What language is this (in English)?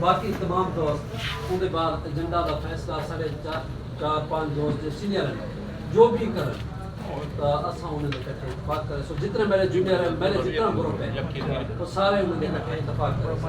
Eastern Balochi